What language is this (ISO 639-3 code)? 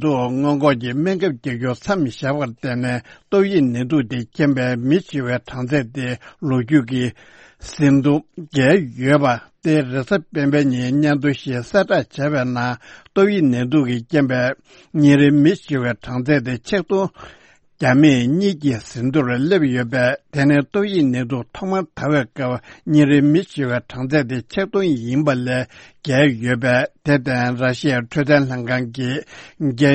bod